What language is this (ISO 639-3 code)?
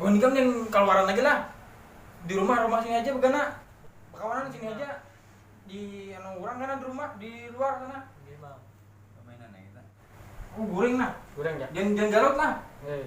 bjn